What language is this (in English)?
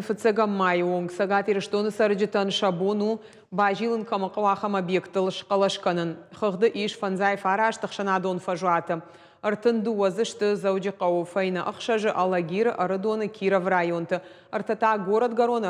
Ossetic